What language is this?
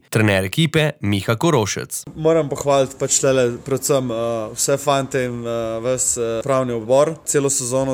Slovenian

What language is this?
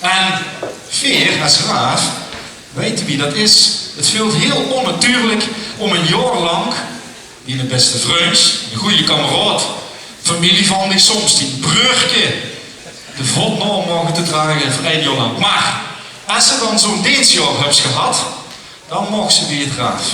Limburgish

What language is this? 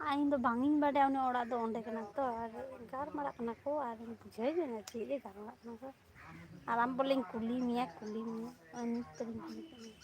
Santali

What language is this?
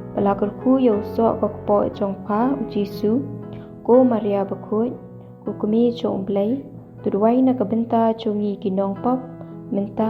Khasi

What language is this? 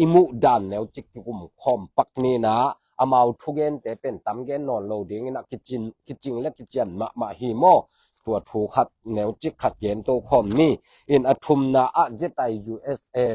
Tedim Chin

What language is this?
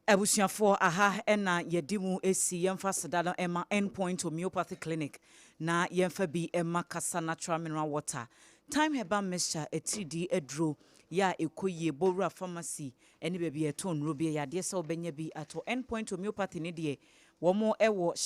Akan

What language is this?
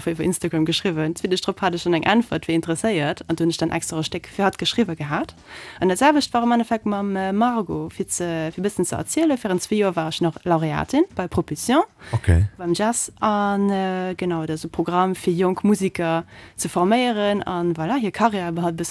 Luxembourgish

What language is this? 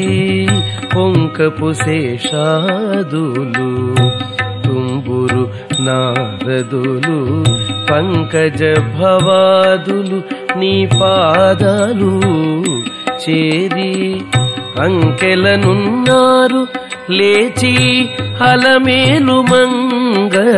Telugu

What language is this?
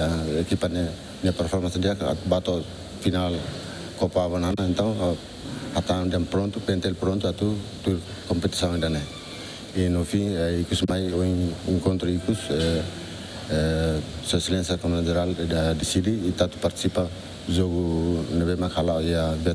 Tetum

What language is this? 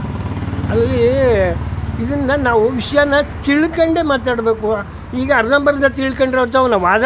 Kannada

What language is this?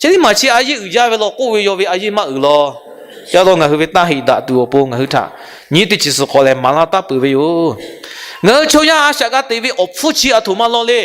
Lahu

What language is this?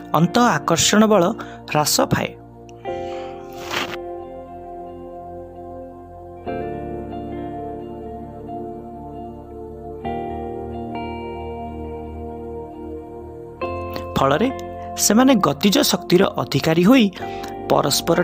Odia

